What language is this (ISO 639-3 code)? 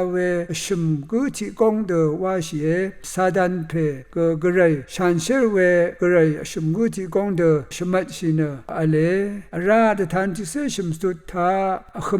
raw